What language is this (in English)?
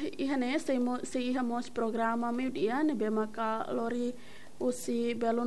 Tetum